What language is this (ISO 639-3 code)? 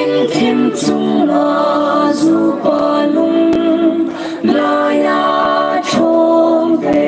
hmr